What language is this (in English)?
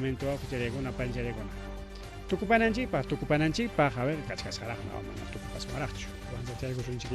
Ayacucho Quechua